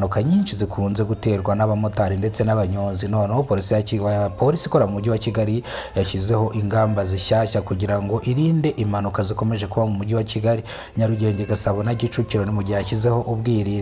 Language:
Kinyarwanda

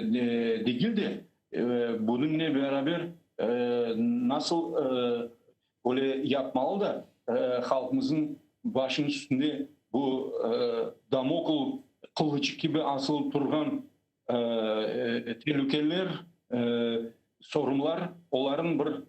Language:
Crimean Tatar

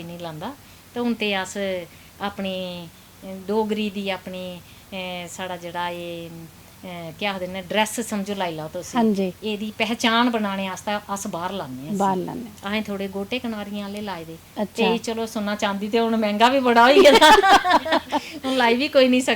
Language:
Dogri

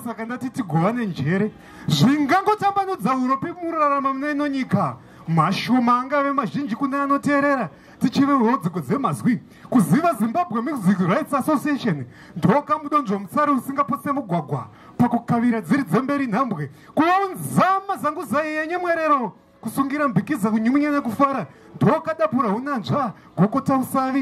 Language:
Shona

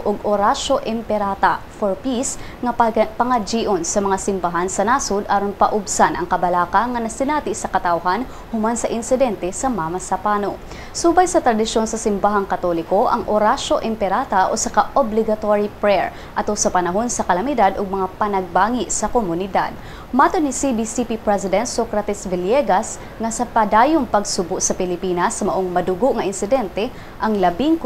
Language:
Cebuano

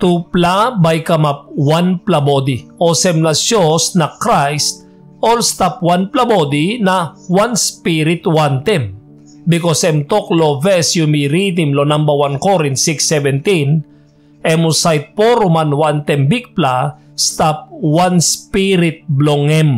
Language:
Tok Pisin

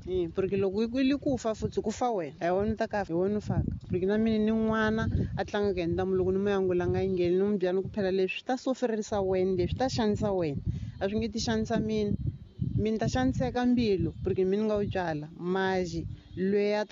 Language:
Tsonga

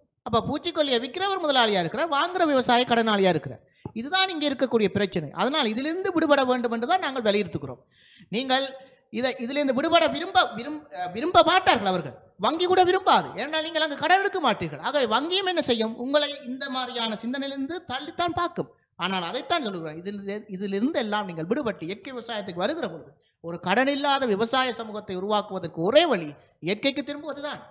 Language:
Tamil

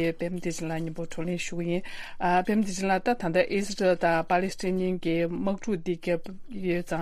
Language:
Tibetan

